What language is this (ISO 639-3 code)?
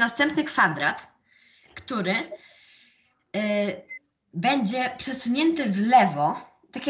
pol